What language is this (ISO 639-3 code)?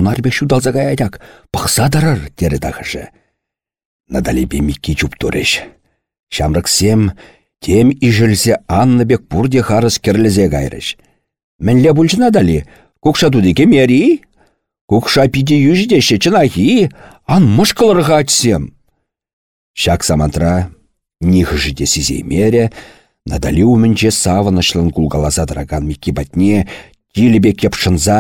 chv